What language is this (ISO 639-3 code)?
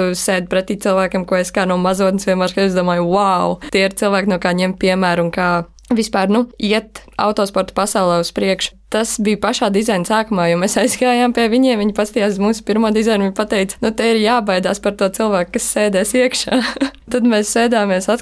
lav